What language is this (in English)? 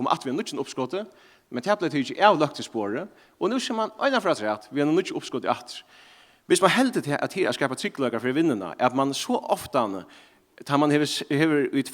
Faroese